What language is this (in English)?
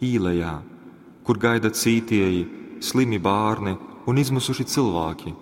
Latgalian